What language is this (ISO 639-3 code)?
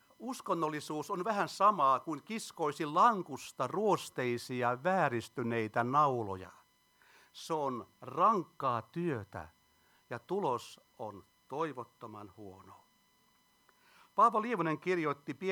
fin